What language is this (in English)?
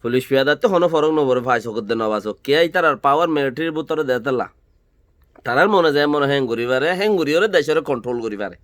Rohingya